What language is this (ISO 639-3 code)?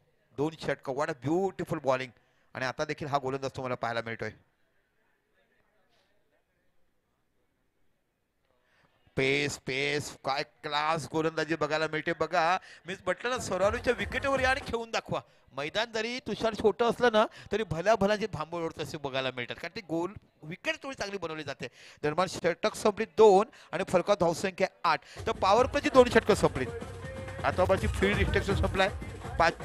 mar